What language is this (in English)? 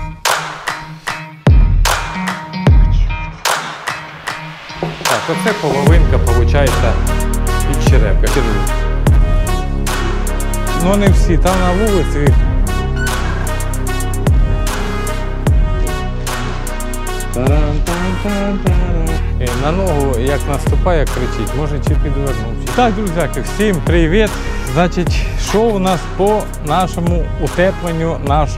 Ukrainian